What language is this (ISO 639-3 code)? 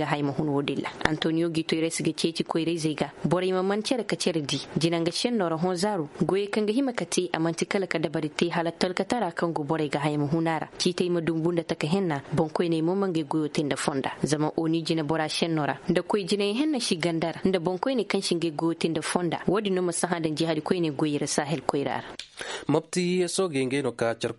ses